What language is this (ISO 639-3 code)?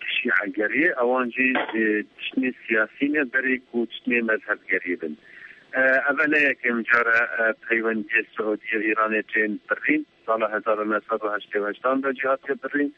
kur